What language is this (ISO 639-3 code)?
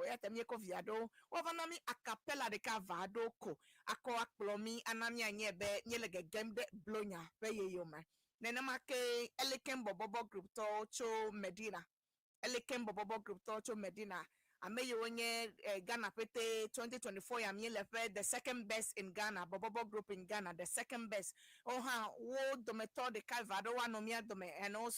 ewe